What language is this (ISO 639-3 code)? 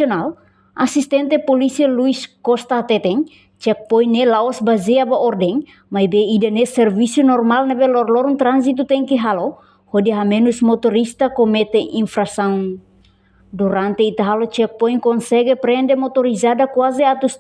tet